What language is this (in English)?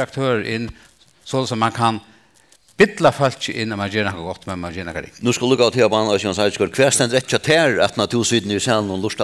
Faroese